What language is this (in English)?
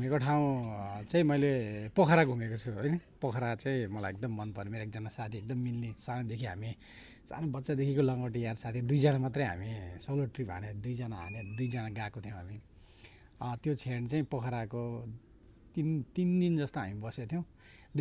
Nepali